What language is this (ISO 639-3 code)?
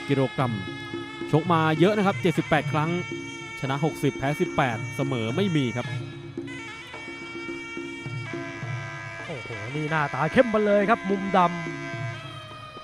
tha